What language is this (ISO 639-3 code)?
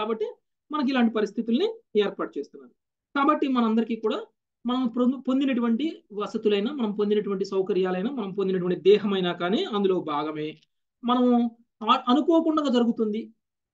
tel